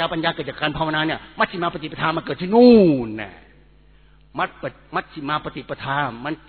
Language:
Thai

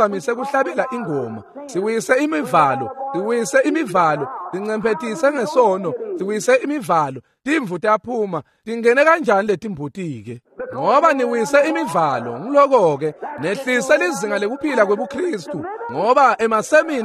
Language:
Swati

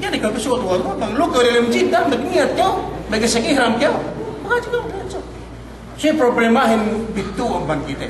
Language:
Yakan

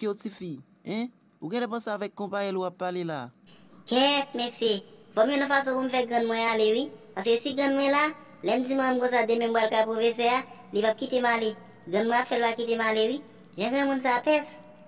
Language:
Haitian Creole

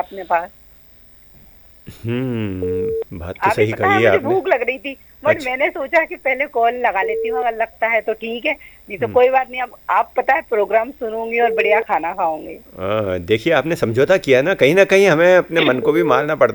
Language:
Hindi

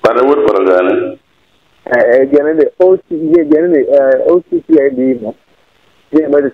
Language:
Acoli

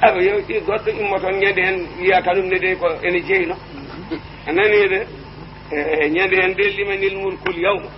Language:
Fula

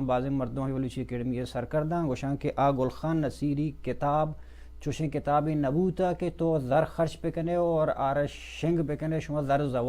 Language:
Baluchi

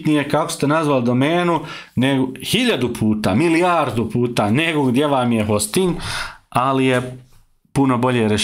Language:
Croatian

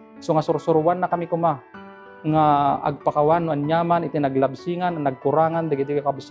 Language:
Iloko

